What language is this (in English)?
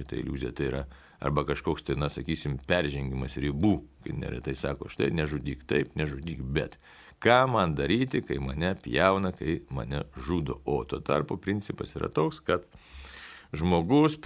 Lithuanian